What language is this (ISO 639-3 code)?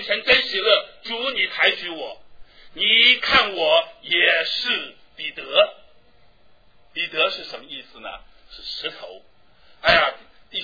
zho